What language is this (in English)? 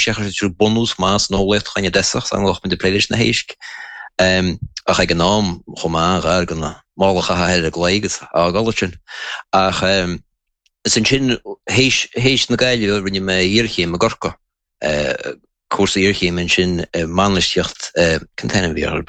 Irish